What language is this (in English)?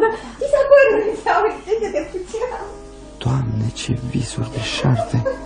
Romanian